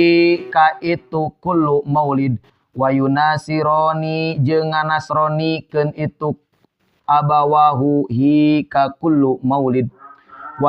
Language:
Sundanese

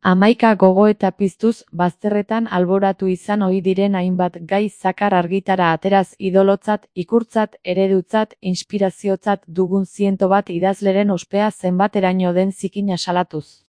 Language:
Basque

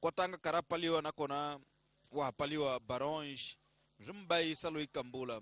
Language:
Tsonga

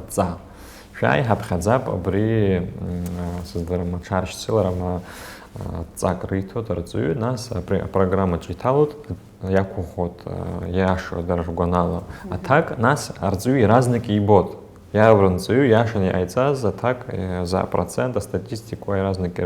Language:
Abkhazian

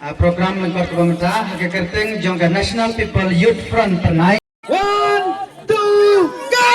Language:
Khasi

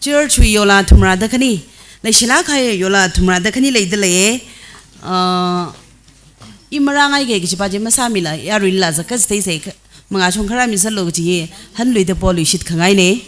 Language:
Tangkhul Naga (India)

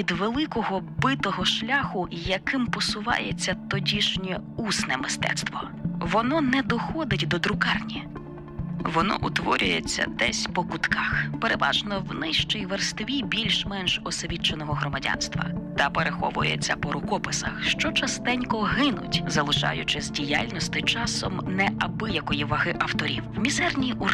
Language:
Ukrainian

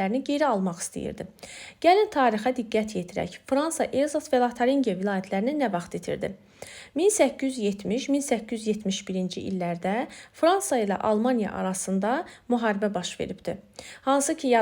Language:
Azerbaijani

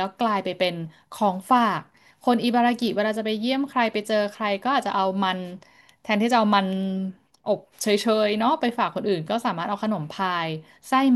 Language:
Thai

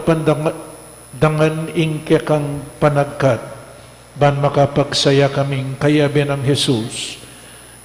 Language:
Pampanga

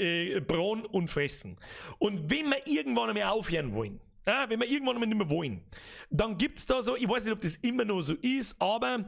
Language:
Bavarian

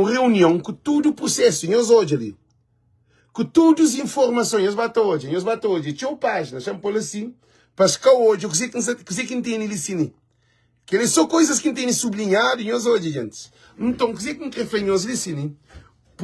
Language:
Kabuverdianu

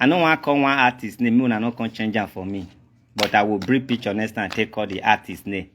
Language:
Nigerian Pidgin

